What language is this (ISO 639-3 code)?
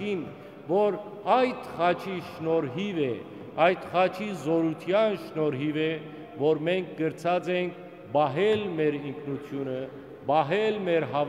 hyw